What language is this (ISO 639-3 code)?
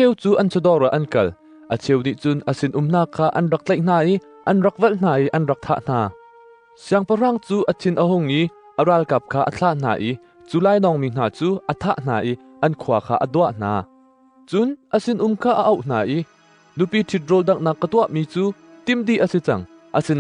cnh